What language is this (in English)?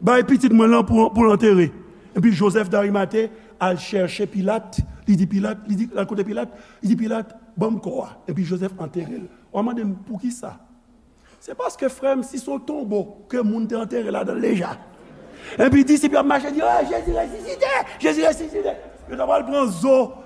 Haitian Creole